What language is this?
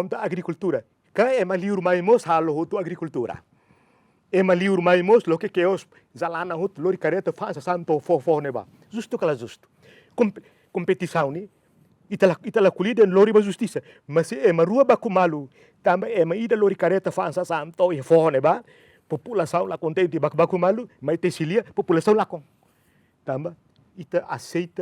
Tetum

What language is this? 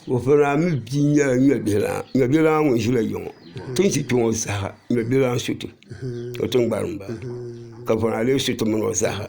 Dagbani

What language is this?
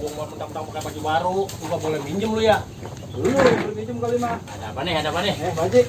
Betawi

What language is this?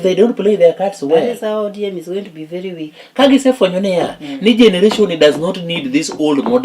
Luo (Kenya and Tanzania)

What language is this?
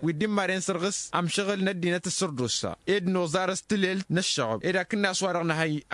Tamasheq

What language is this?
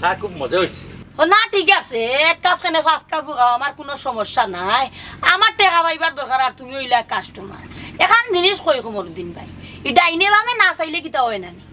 Sylheti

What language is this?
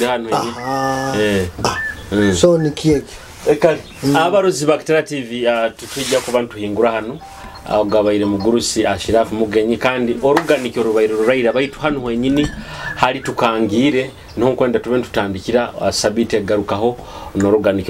Nyoro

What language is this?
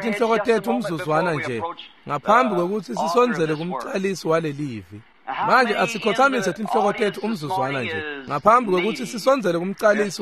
Swati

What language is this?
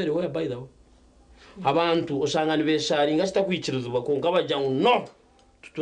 Nyankole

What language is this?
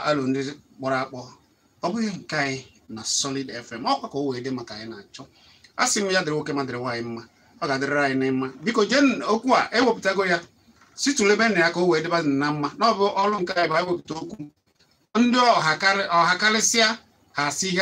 Igbo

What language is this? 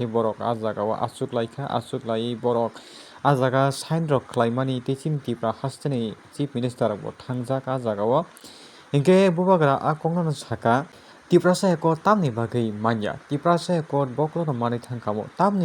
Kok Borok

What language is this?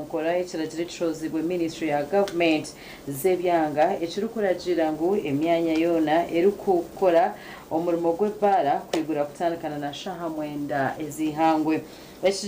Nyankole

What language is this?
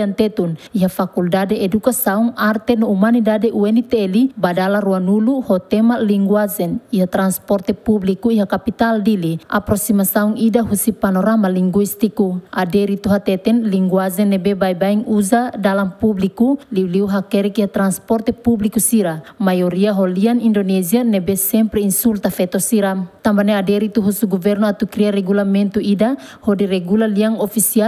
Tetum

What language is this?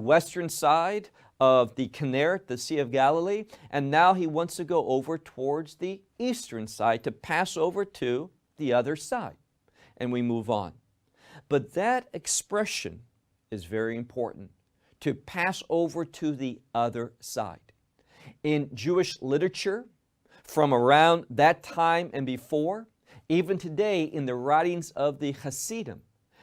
English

